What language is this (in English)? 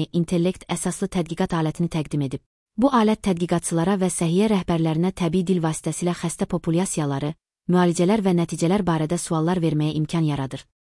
Azerbaijani